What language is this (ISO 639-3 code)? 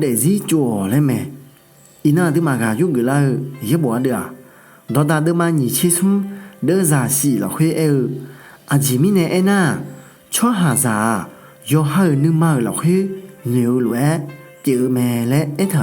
ahk